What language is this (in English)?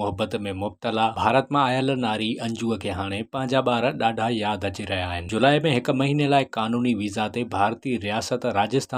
Sindhi